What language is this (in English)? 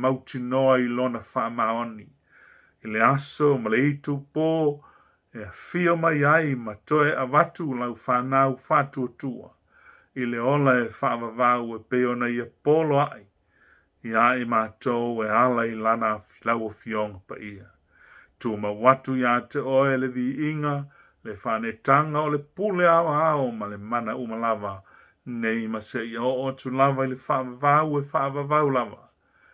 Samoan